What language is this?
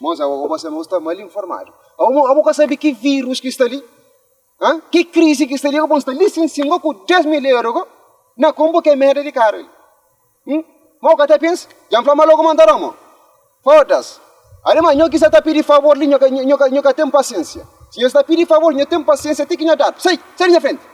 Kabuverdianu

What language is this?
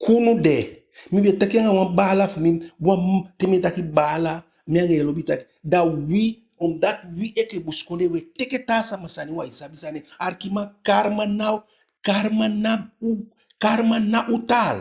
Eastern Maroon Creole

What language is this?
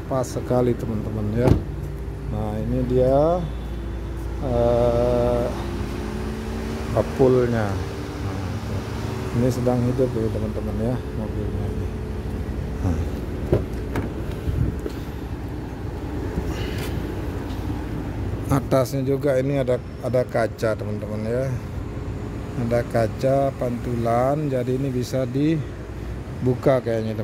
Indonesian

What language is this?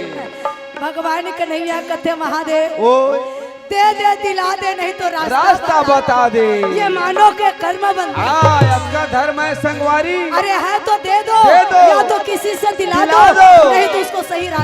Chhattisgarhi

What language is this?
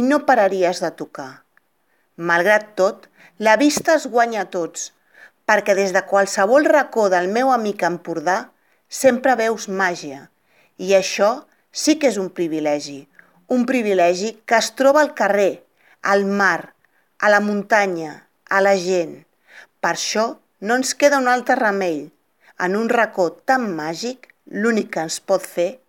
Catalan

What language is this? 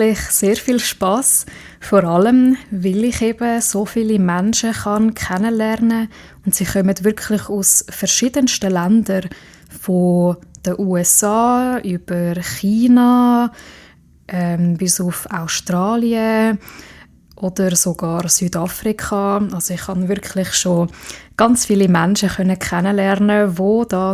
Swiss German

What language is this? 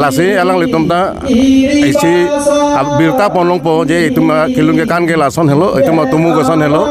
Karbi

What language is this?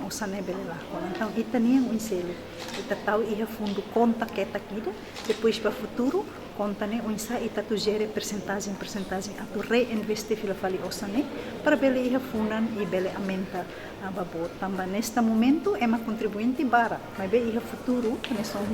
Tetum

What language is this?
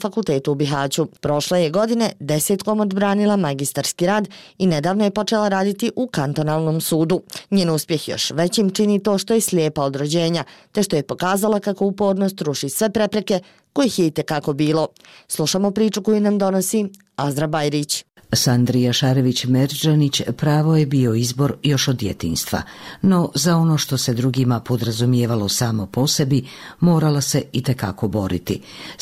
Bosnian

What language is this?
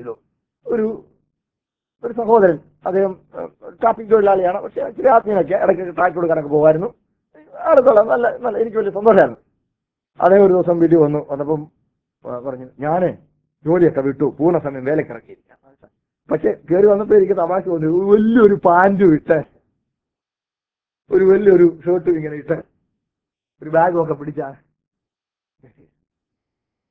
Malayalam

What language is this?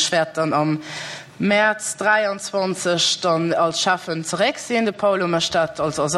Luxembourgish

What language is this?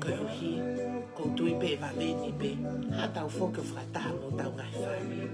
Tongan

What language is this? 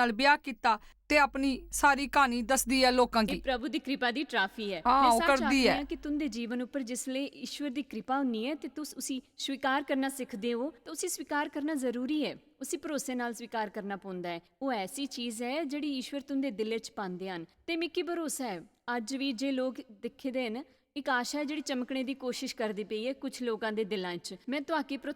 Dogri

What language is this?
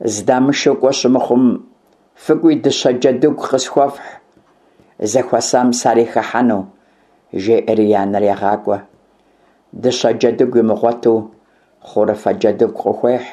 Kabardian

